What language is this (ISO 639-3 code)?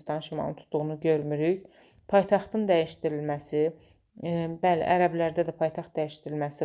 aze